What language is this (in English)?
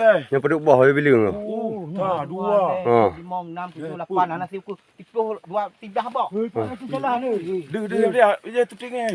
Achinese